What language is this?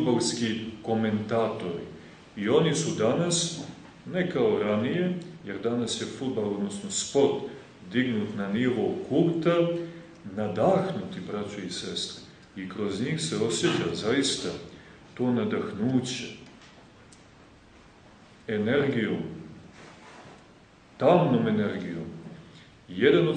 Serbian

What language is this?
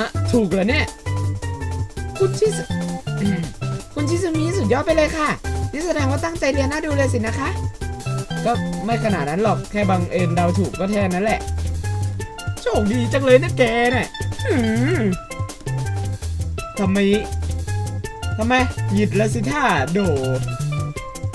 Thai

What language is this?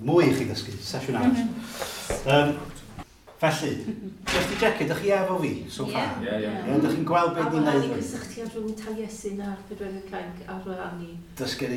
Welsh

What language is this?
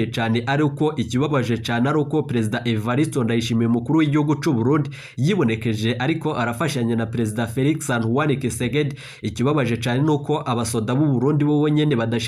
Rundi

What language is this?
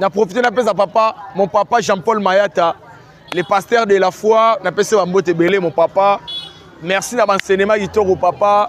Lingala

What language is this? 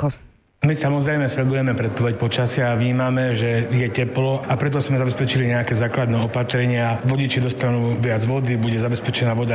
Slovak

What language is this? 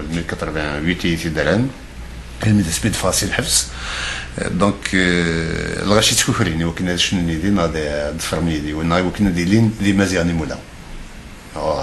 Kabyle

